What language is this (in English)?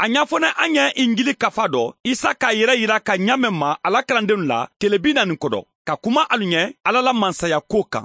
Bambara